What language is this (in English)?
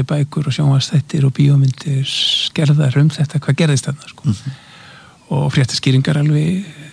Icelandic